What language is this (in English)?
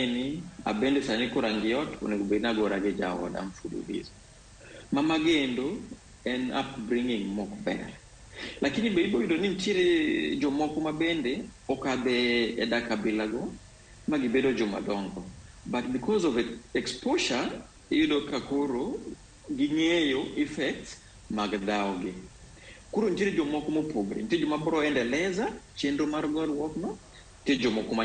Luo (Kenya and Tanzania)